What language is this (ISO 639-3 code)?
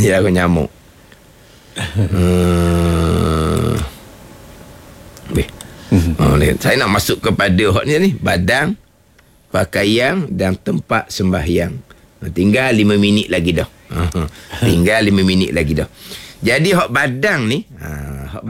msa